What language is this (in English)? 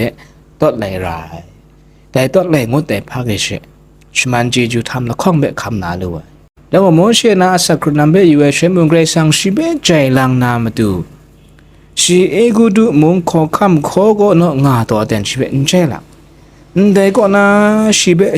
Kachin